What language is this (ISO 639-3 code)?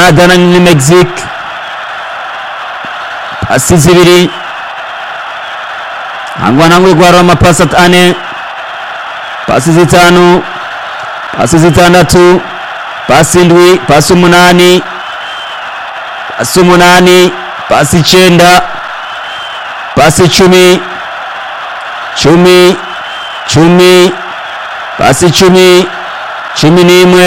run